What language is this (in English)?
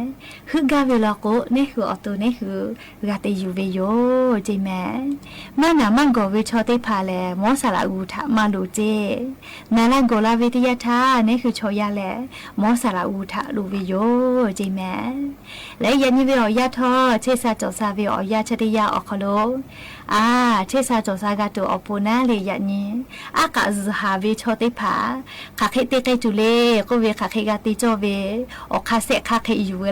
Lahu